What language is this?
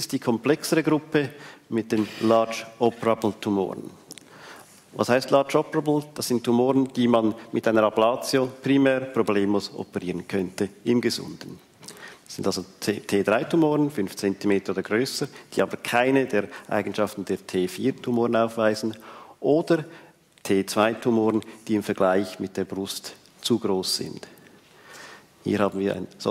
German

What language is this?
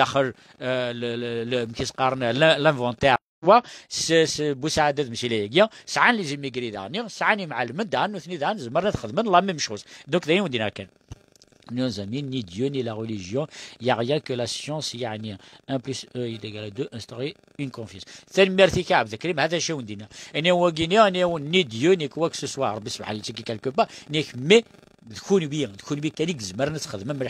Kabyle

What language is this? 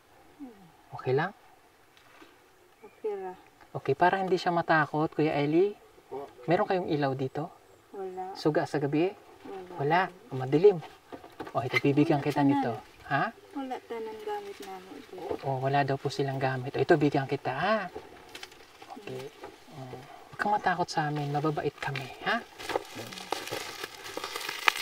Filipino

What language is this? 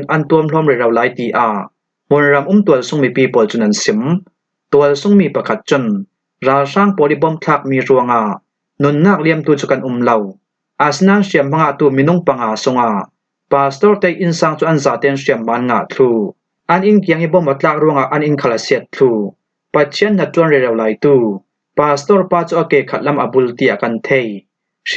Falam Chin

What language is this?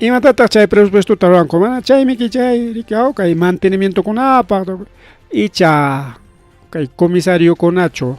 Ayacucho Quechua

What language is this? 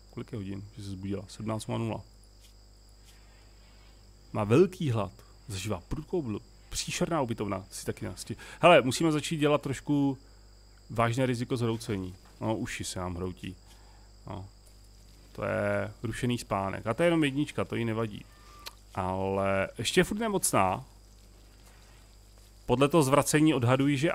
Czech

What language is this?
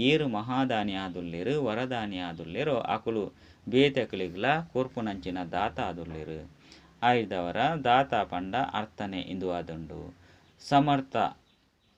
Tulu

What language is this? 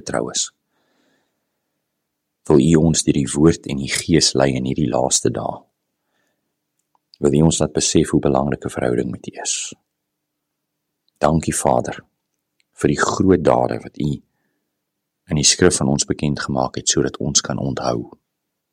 Afrikaans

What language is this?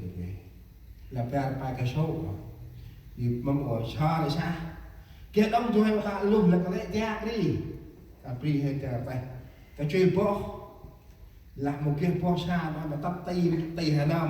Central Mnong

